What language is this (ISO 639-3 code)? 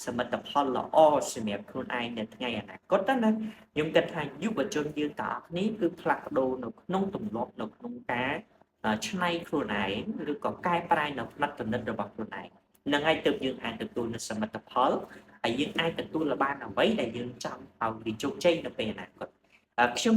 khm